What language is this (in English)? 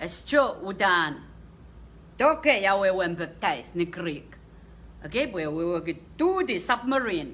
Pohnpeian